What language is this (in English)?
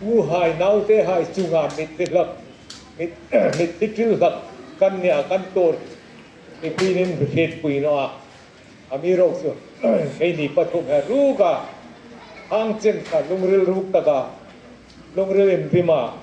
Hmar